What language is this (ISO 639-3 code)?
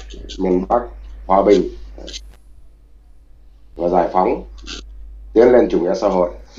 vie